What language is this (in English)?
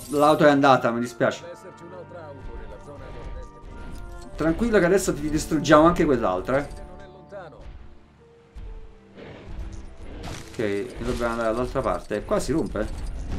Italian